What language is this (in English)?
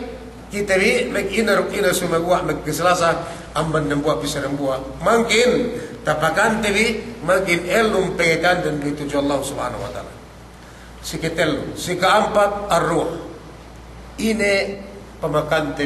Yakan